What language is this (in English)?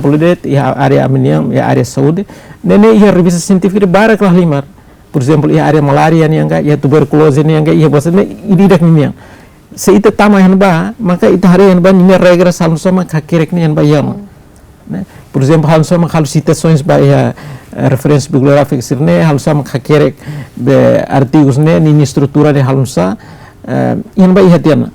Tetum